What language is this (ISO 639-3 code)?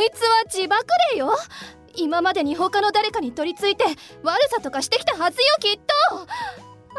jpn